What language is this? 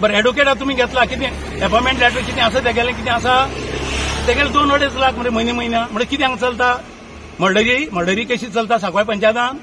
Konkani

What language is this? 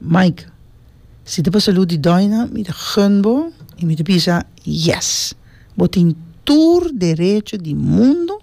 Papiamento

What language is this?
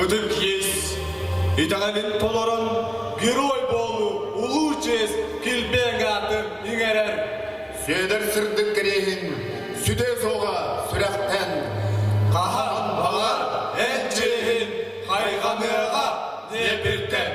Yakut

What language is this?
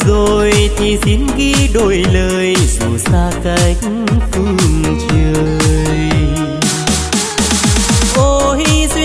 Vietnamese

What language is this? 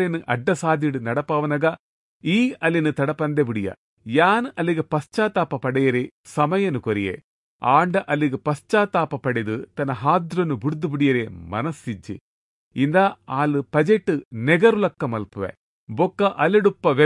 Tulu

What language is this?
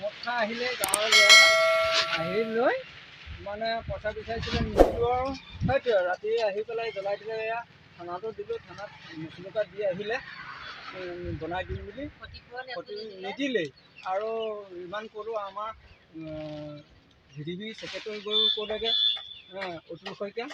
Assamese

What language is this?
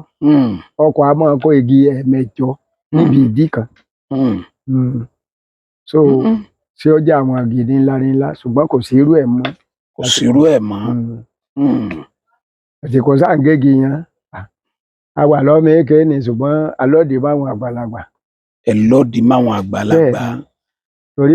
Yoruba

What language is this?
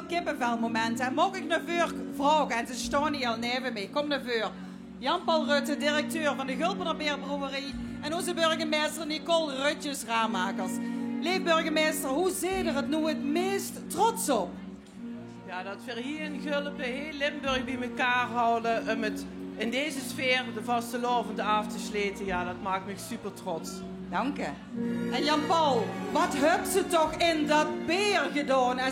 Limburgish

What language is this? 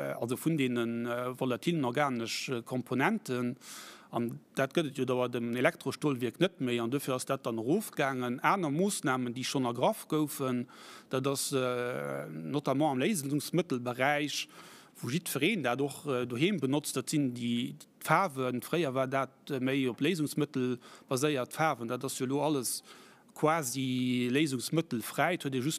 Luxembourgish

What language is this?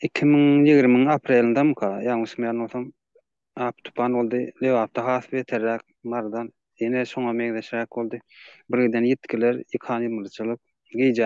Turkmen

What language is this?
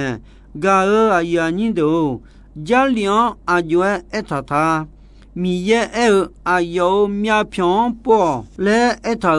Akha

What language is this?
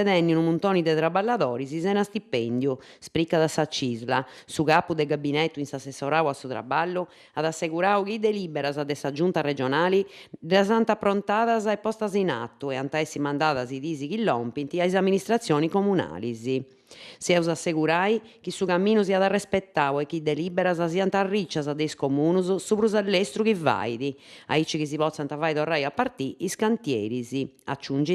Sardinian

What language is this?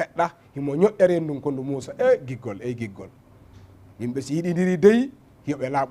Fula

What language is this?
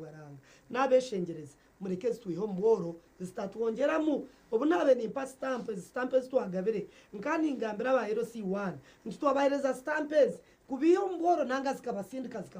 Nyankole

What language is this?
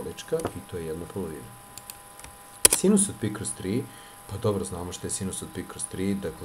Serbian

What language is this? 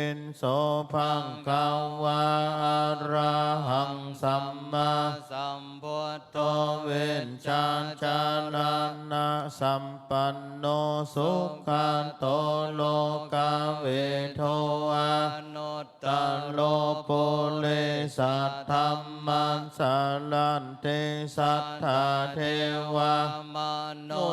Pali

